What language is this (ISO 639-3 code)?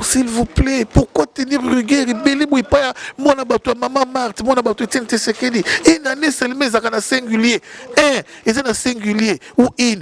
lin